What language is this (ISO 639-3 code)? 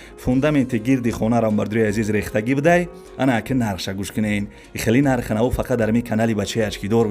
tgk